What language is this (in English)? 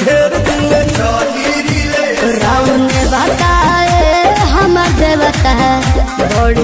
Bhojpuri